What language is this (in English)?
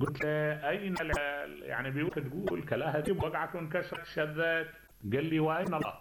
Mesopotamian Arabic